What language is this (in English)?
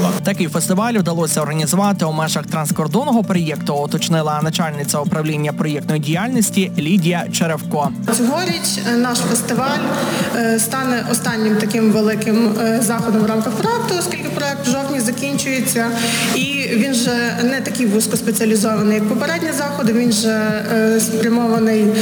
Ukrainian